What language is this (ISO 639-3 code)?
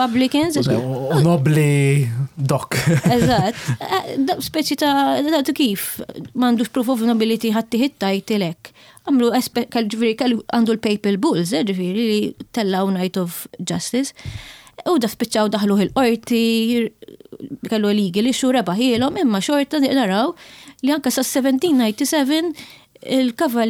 mlt